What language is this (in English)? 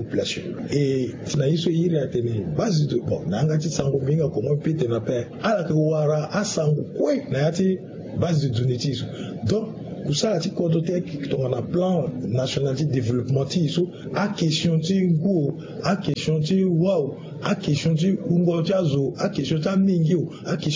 Sango